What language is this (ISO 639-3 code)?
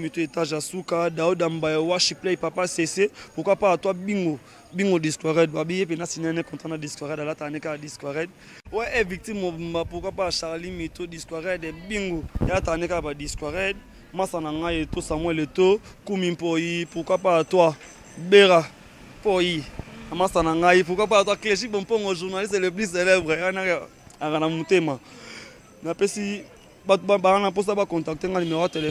lin